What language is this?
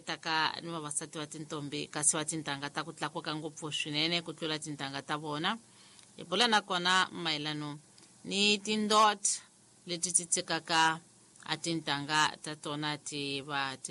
Tsonga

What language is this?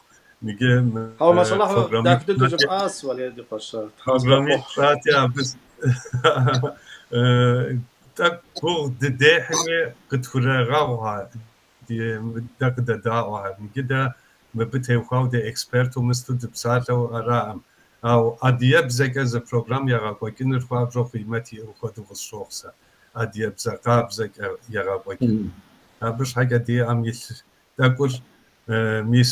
Kabardian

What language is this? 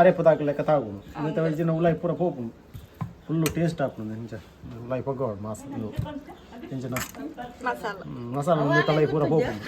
Tulu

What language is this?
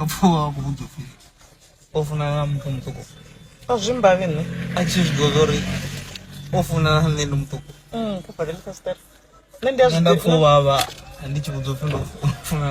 Venda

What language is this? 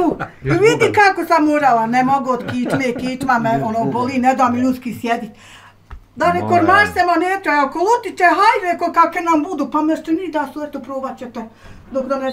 Bosnian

